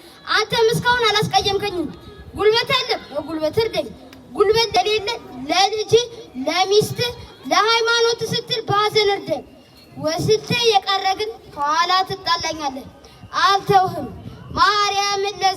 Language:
Amharic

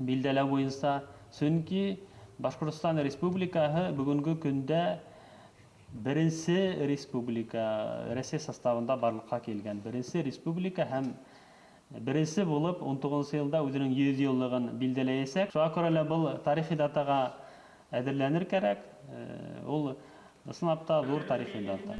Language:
Bashkir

